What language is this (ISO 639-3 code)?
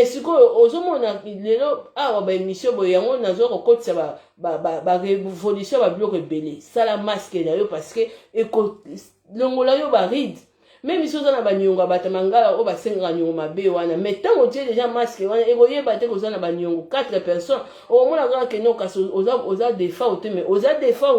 lin